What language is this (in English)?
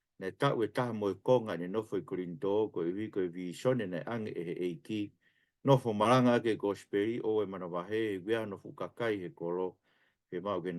Tongan